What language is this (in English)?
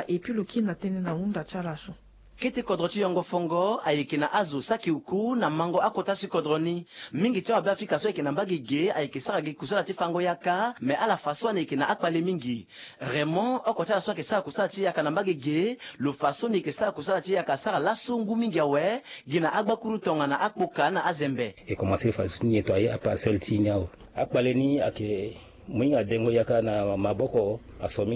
Sango